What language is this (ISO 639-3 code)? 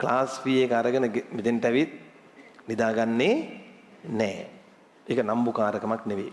sin